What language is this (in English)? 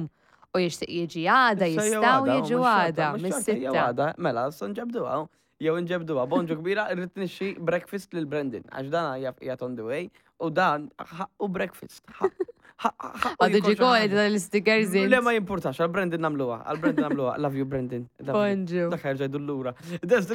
Maltese